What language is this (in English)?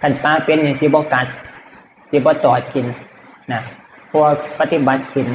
Northeastern Thai